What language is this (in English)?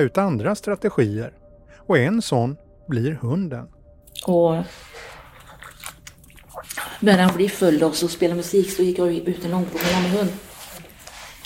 Swedish